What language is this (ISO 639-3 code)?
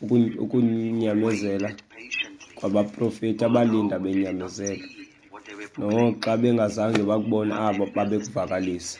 xho